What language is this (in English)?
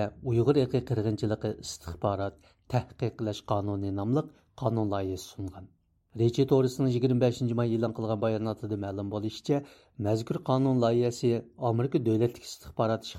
Uyghur